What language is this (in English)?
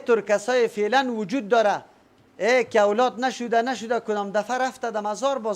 Persian